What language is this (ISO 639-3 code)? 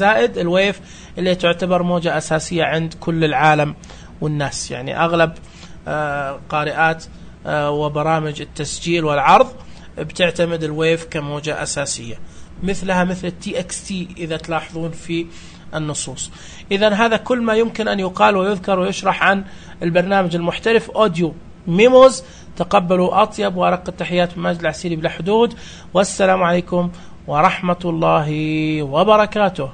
ars